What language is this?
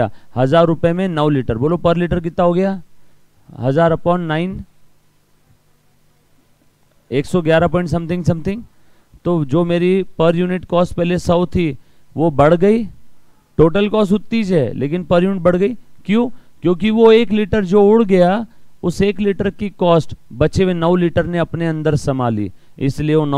Hindi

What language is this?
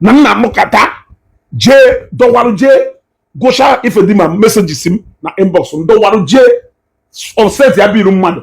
Igbo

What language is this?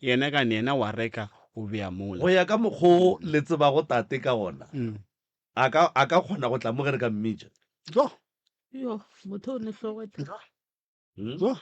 Northern Sotho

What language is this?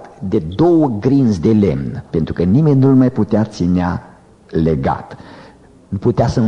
Romanian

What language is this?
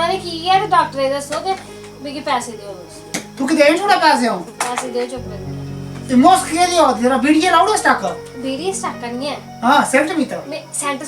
Dogri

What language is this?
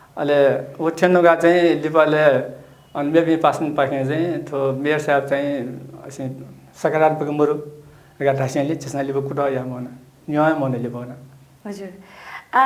Newari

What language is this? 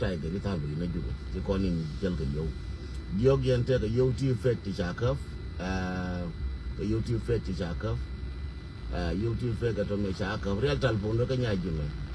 Nuer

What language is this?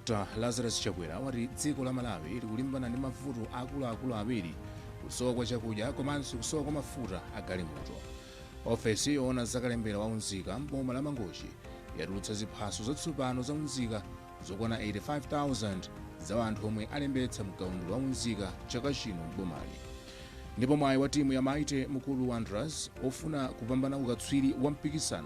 Nyanja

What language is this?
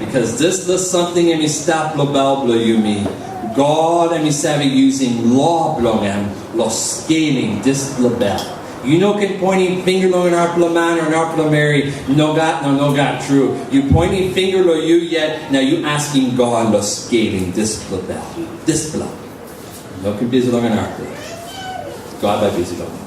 Tok Pisin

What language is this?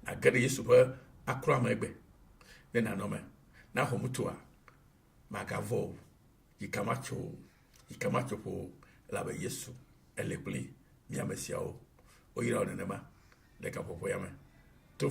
Ewe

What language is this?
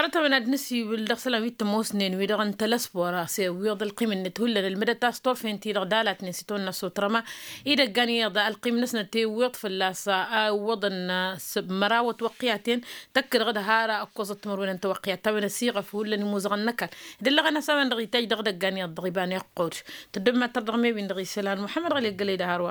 Tamasheq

